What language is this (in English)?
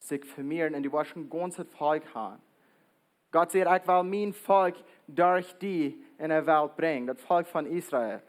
Plautdietsch